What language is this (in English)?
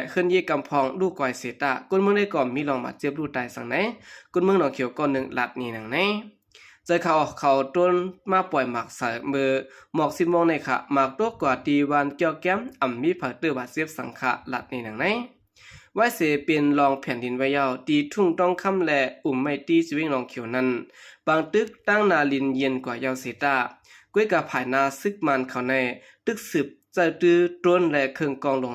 Shan